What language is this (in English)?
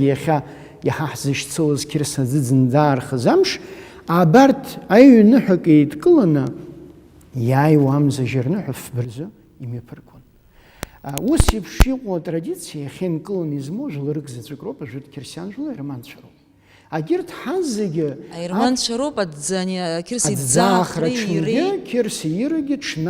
Abkhazian